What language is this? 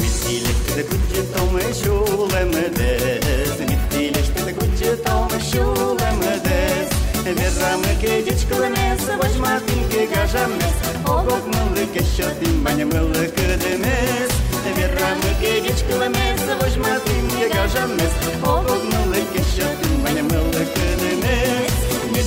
Udmurt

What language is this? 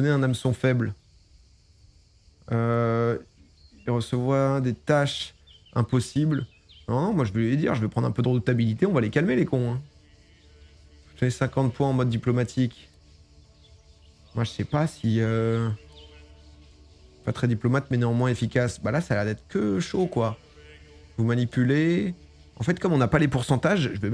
French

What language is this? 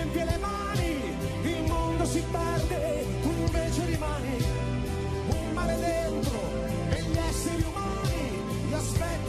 Italian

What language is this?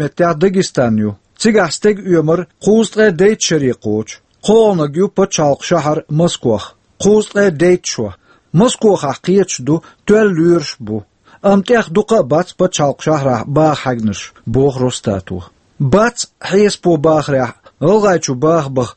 Chechen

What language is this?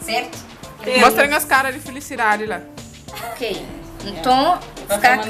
Kabuverdianu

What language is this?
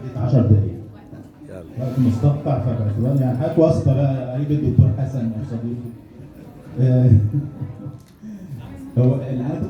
Egyptian Arabic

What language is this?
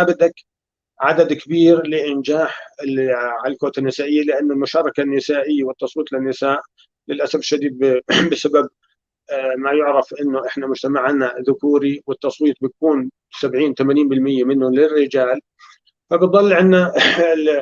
North Levantine Arabic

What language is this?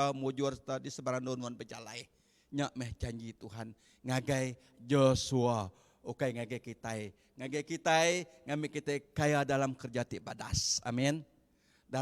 Iban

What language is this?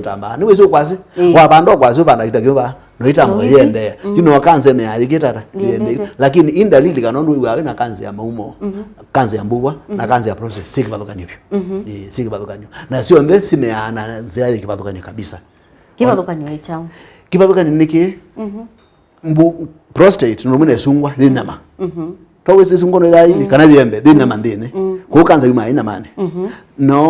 Kamba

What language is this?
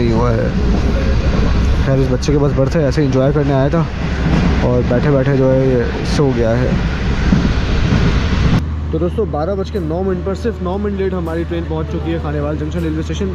Hindi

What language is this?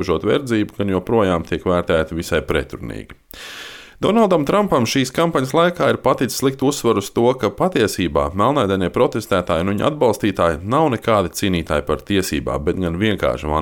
Latvian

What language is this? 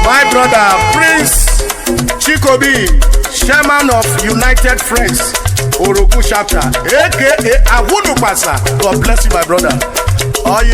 Urhobo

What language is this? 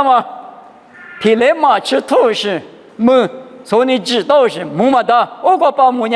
Lisu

